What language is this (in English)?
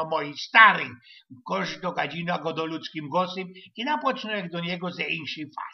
Silesian